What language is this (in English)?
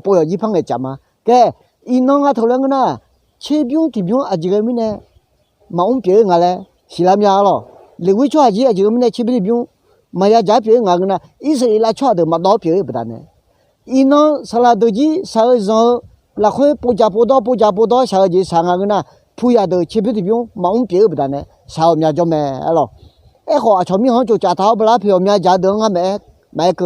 Akha